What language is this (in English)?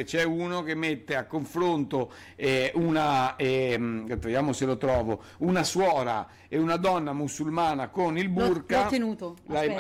Italian